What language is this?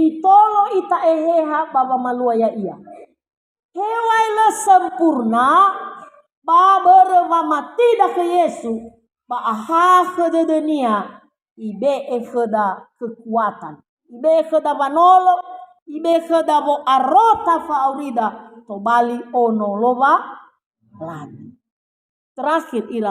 Nias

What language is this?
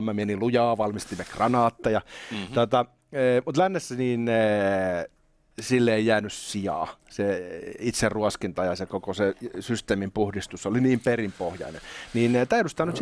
Finnish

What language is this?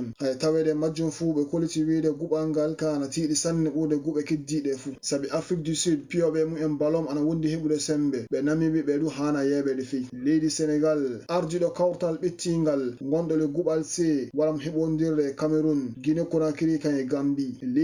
Fula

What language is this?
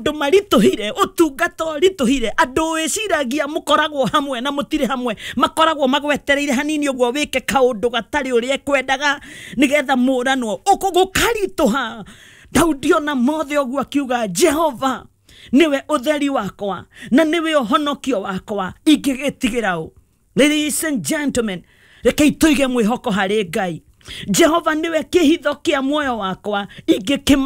Kikuyu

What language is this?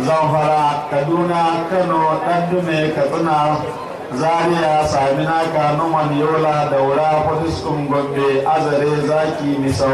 Hausa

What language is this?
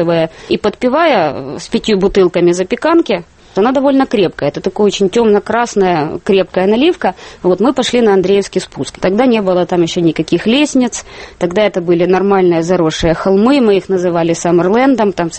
Russian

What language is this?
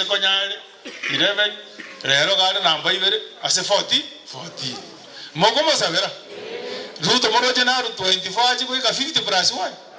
Gusii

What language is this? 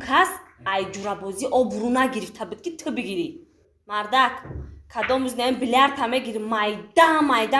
Tajik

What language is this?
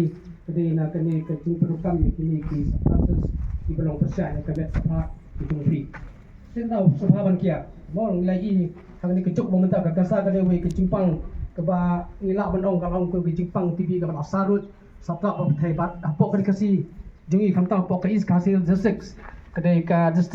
Khasi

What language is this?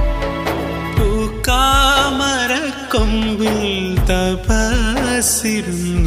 Malayalam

